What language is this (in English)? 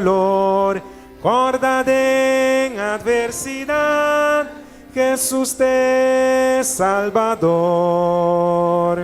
Papiamento